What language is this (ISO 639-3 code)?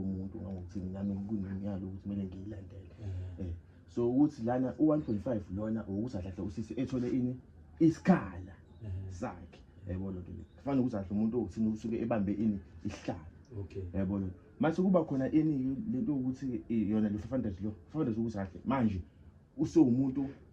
zul